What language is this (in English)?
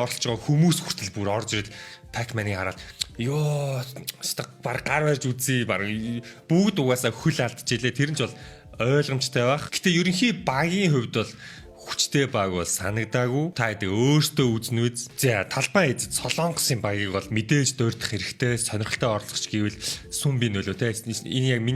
Mongolian